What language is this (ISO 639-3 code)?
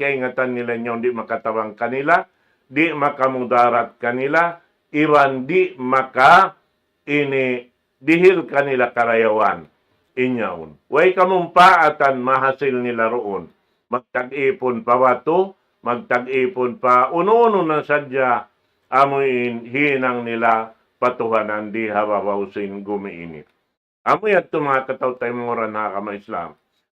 tsg